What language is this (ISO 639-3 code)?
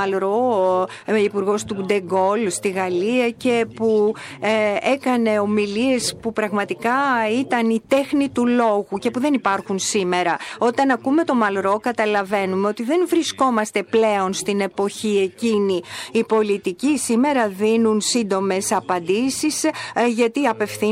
ell